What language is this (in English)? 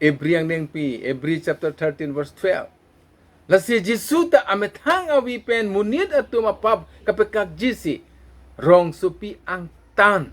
Karbi